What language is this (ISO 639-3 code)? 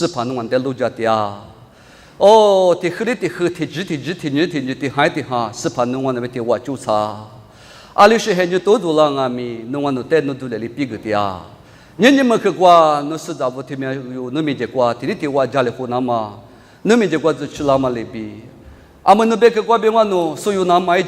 lis